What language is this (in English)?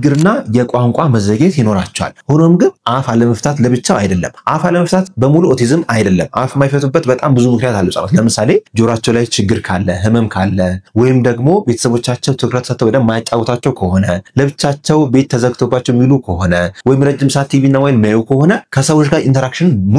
Amharic